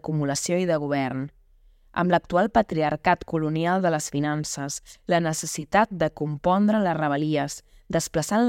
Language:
Catalan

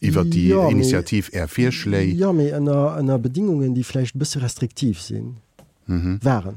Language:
Luxembourgish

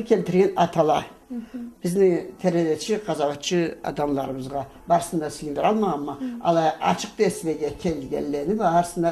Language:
Karachay-Balkar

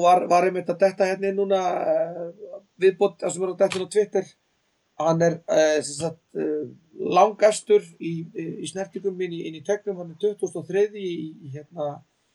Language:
Icelandic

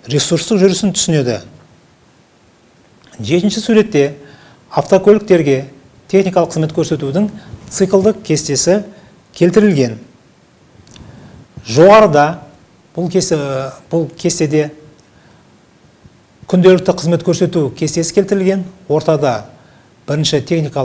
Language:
Kazakh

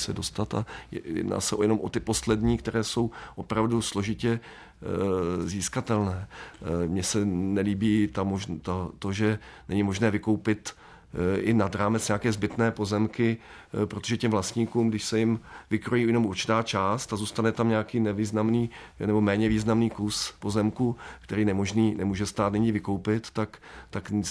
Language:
Czech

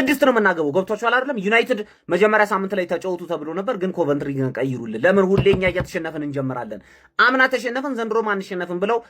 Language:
Amharic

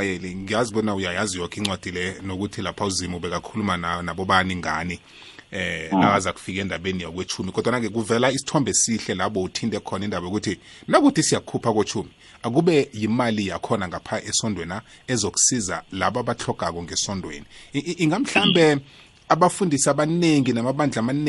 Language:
South Ndebele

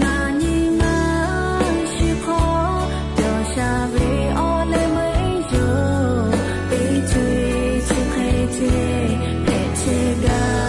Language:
Lahu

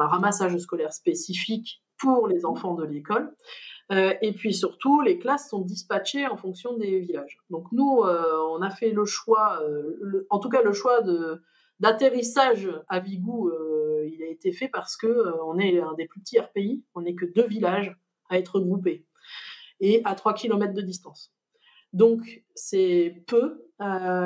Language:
French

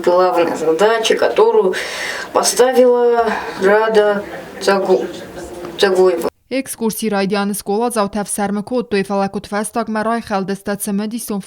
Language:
Ossetic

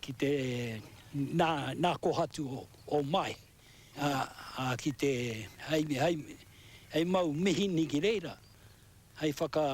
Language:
Māori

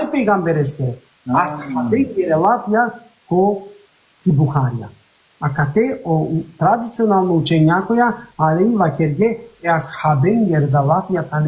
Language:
Balkan Romani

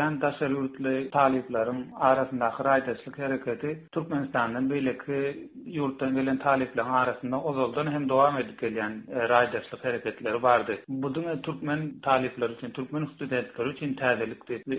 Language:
Turkmen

